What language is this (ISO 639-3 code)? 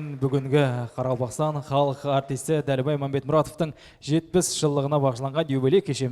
kaa